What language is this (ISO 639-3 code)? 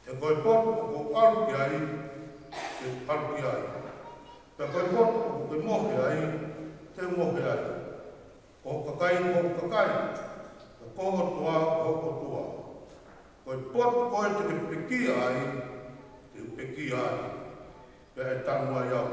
ton